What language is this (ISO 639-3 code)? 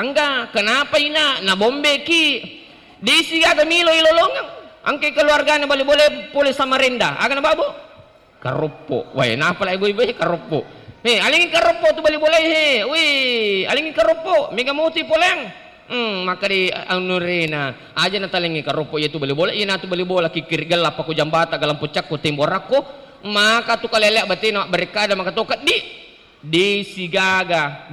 bug